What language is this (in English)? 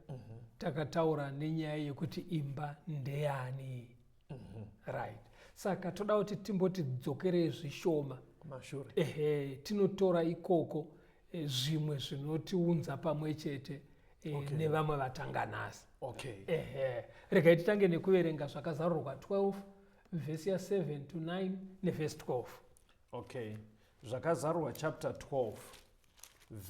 Shona